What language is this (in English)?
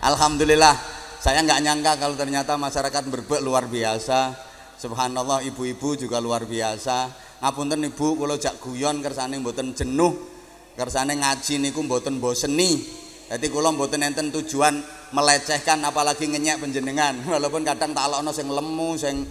Javanese